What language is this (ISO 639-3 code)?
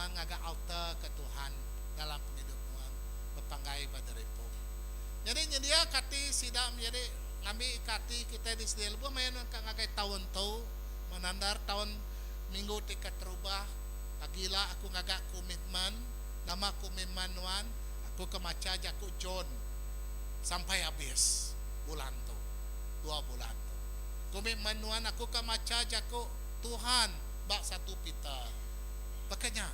iba